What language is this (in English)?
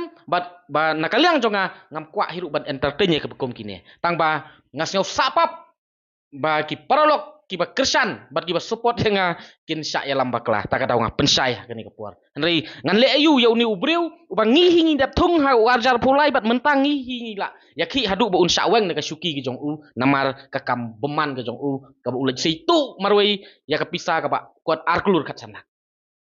Khasi